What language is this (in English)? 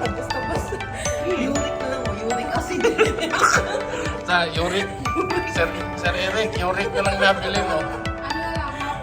Cebuano